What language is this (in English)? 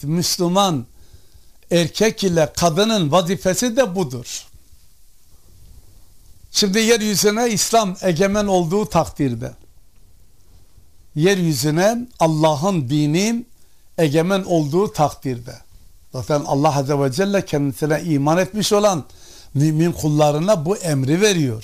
Turkish